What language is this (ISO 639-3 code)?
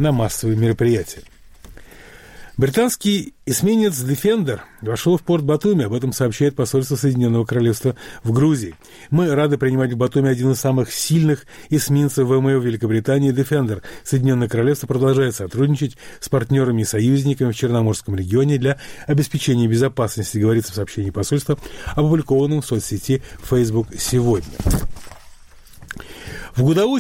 rus